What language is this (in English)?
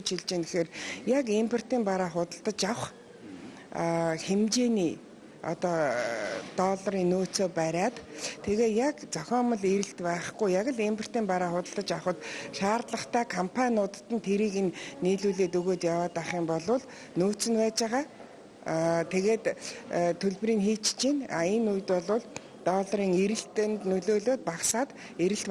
Mongolian